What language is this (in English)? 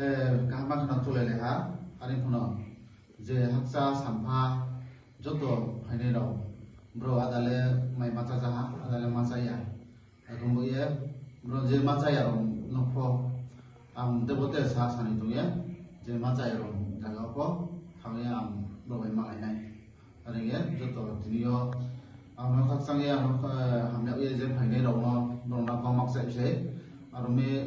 Riang (India)